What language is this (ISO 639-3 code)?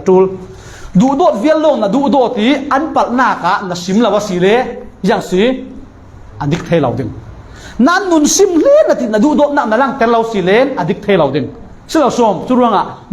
cfm